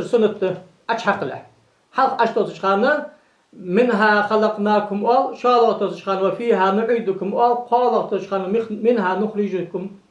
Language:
Ingush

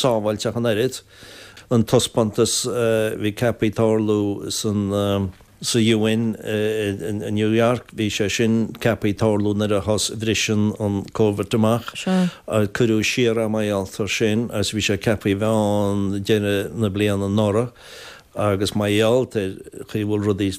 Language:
Irish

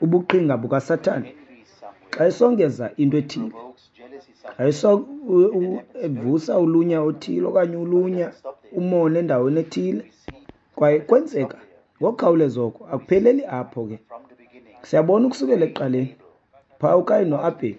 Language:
Xhosa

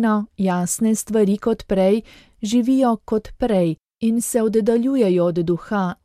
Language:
Slovenian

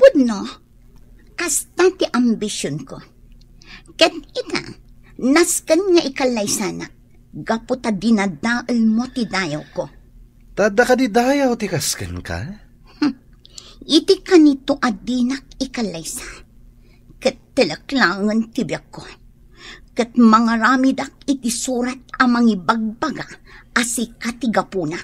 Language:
Iloko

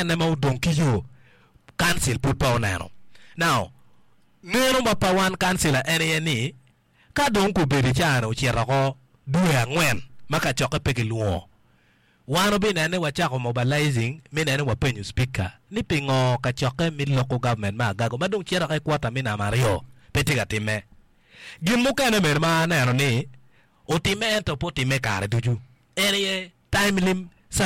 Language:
Acoli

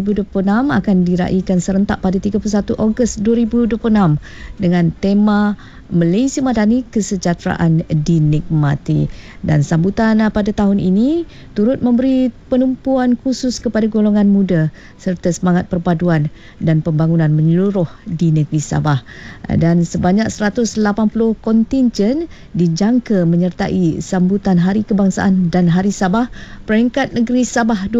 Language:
Malay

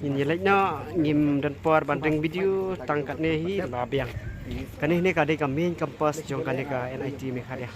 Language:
Khasi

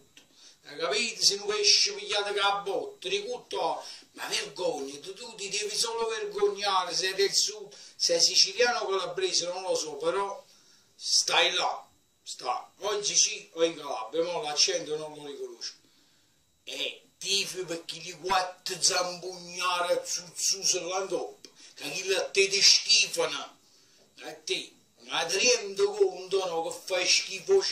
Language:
Neapolitan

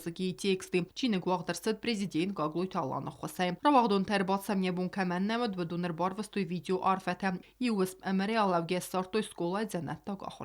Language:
Ossetic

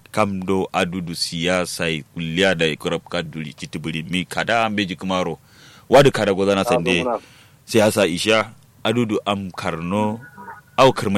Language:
Kanuri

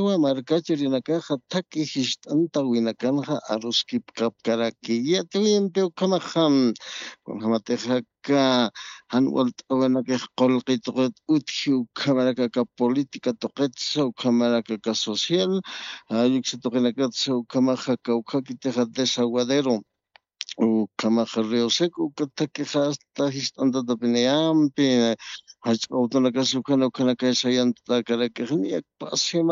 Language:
Aymara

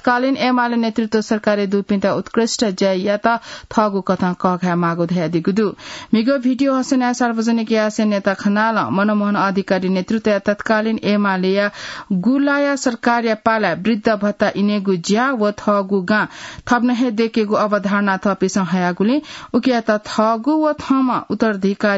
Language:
Newari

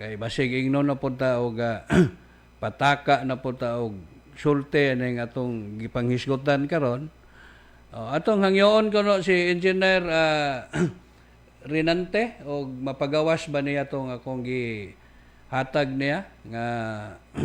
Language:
Cebuano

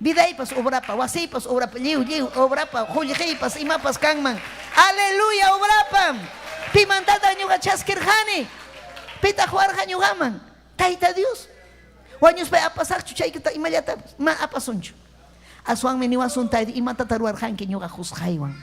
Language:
Ayacucho Quechua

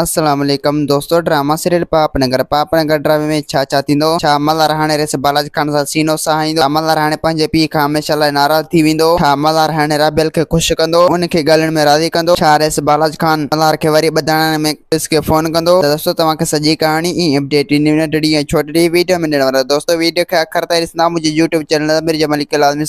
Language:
Sindhi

